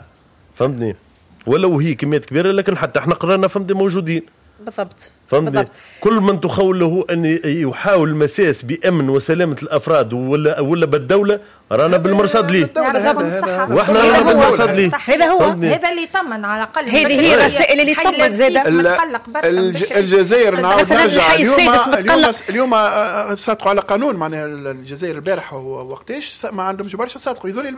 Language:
Tunisian Arabic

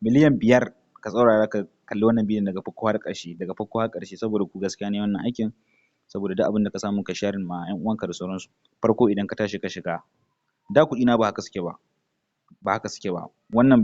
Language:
Hausa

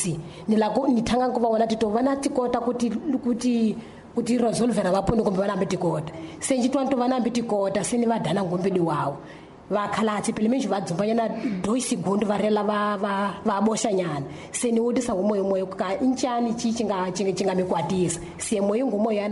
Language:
Tsonga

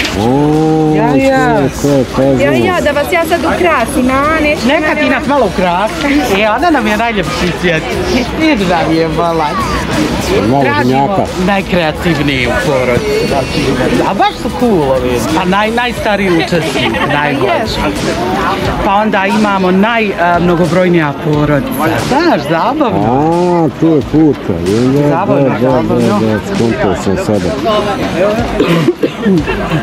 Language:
Bosnian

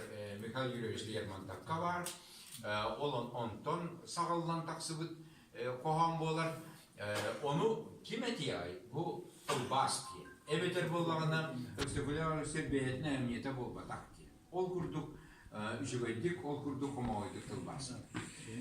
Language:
Yakut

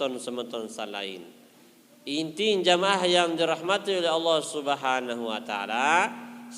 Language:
Sasak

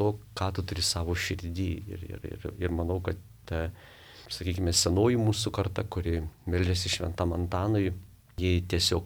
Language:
Lithuanian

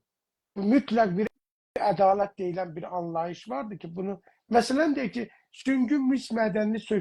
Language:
South Azerbaijani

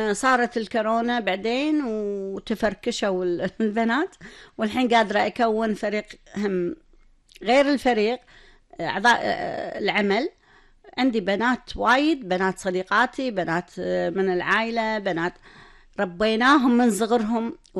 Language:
Gulf Arabic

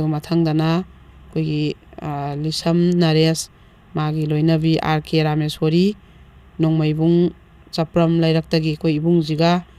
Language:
Manipuri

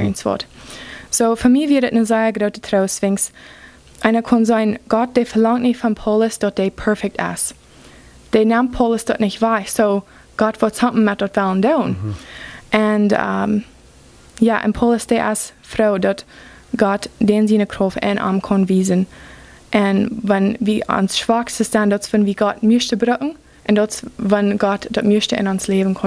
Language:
Plautdietsch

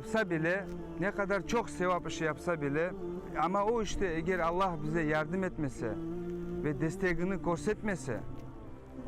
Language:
Crimean Tatar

